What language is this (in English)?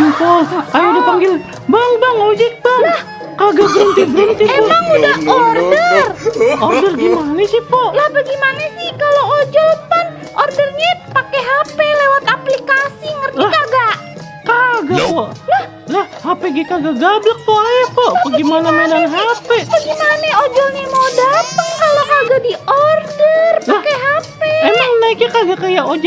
Betawi